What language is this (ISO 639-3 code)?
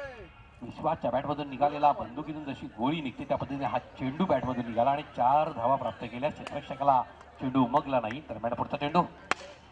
mar